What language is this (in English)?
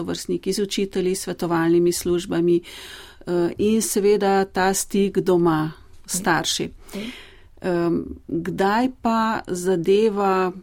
Slovenian